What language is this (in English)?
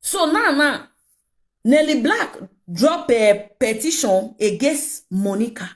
Nigerian Pidgin